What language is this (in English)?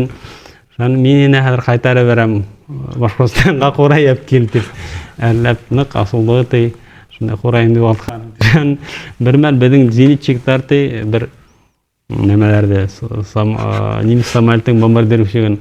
Bashkir